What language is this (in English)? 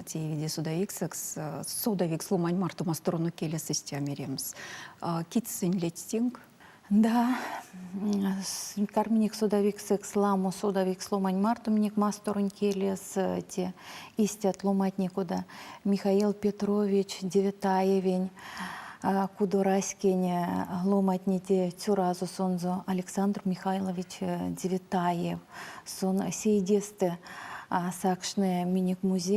Erzya